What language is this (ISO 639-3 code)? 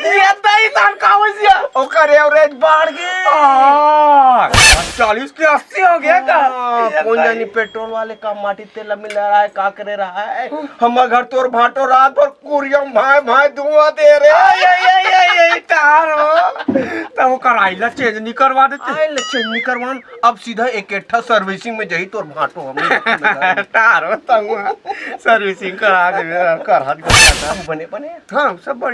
hne